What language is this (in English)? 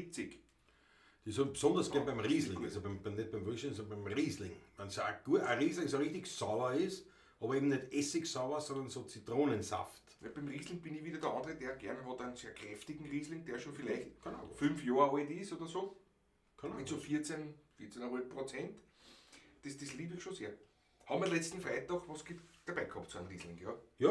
Bavarian